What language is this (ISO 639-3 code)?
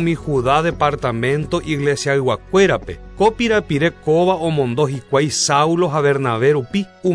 grn